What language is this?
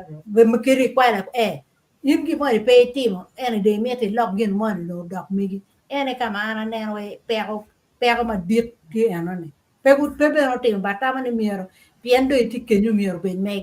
Acoli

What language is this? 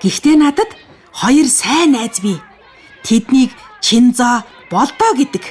Mongolian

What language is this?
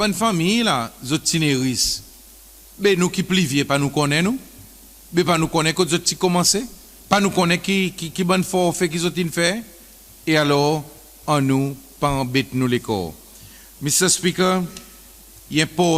Seselwa Creole French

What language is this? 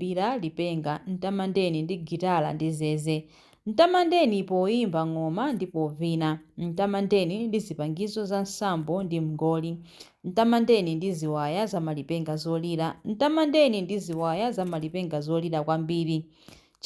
Nyanja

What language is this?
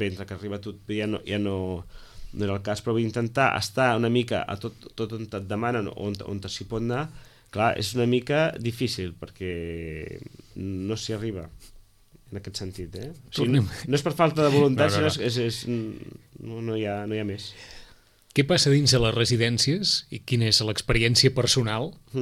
Catalan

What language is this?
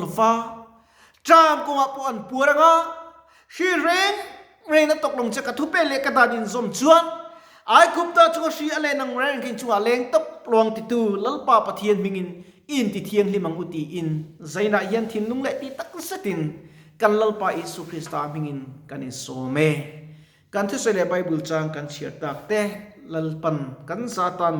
Mizo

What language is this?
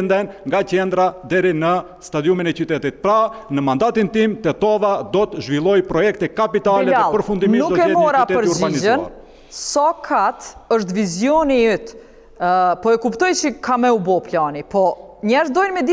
Albanian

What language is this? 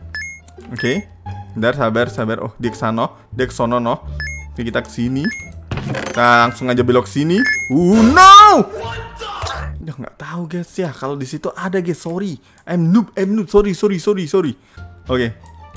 Indonesian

